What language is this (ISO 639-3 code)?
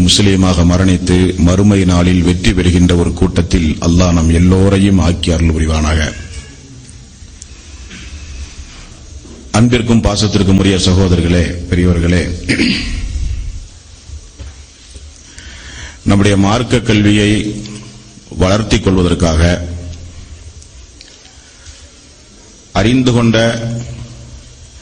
tam